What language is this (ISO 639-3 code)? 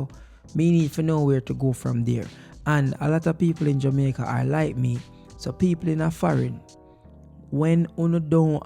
jam